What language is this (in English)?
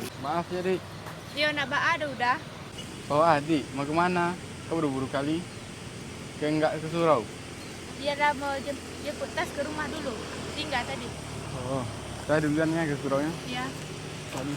Minangkabau